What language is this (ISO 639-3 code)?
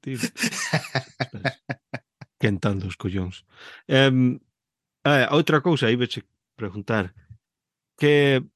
glg